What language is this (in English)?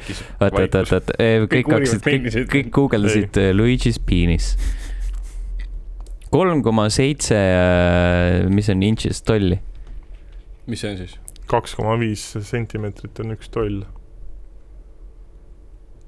Estonian